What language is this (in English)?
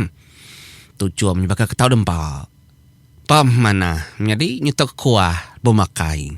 Iban